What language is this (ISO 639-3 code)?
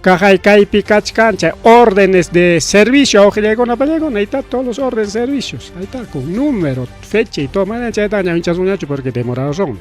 quy